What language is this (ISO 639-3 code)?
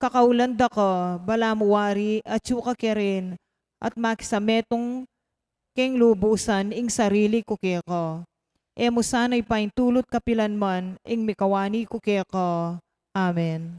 pam